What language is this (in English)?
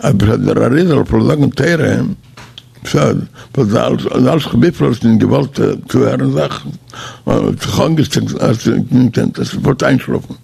Yiddish